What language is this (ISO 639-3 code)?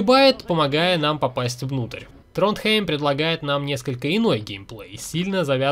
rus